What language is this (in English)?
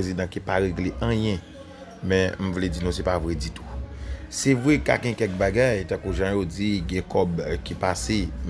Haitian Creole